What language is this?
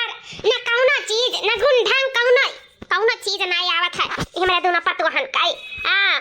Awadhi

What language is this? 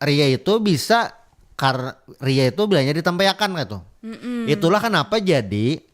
Banjar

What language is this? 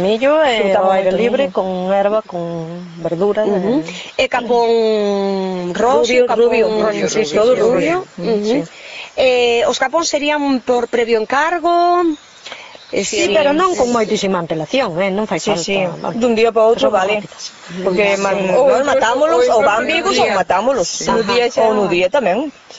Galician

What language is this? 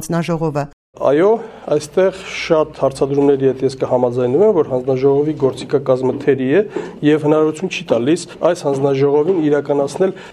Armenian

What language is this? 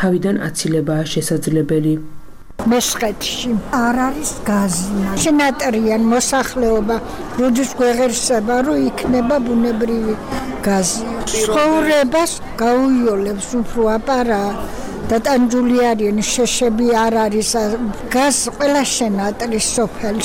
Georgian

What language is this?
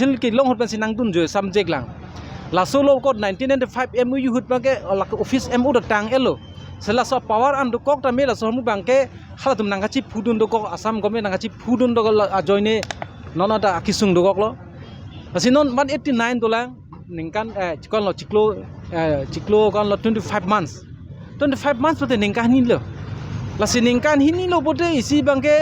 Karbi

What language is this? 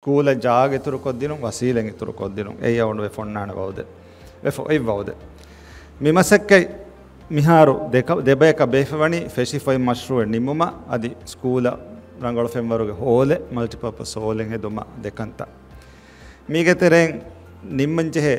Divehi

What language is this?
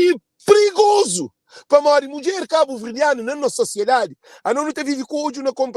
Kabuverdianu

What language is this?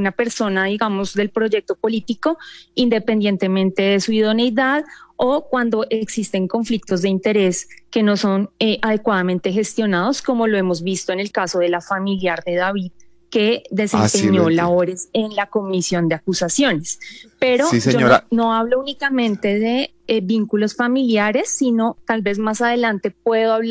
Spanish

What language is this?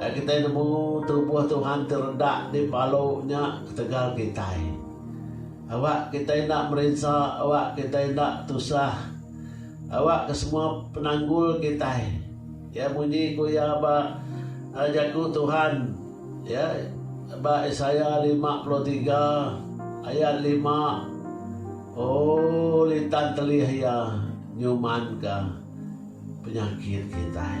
Iban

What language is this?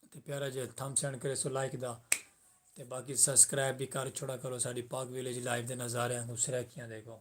Saraiki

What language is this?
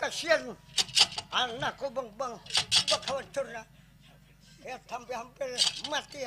Banjar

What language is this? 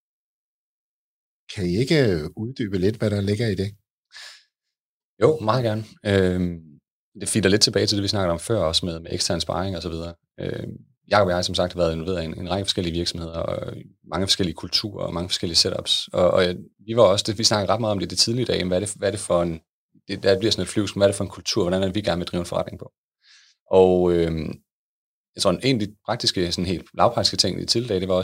Danish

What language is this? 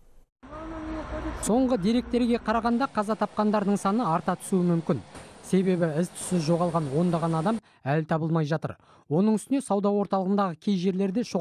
Kazakh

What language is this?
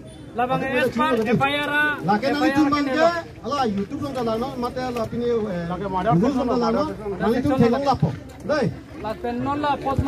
Karbi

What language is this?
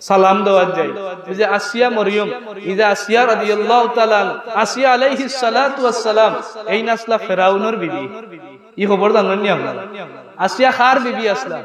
Sylheti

